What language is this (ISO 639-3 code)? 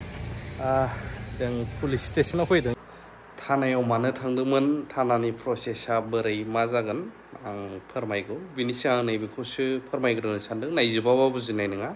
brx